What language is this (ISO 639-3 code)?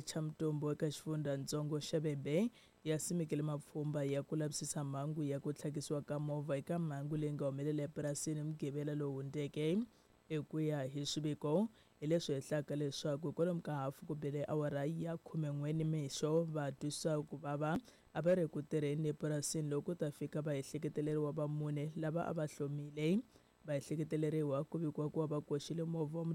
tso